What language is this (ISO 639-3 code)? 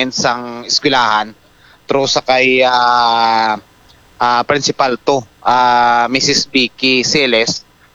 hil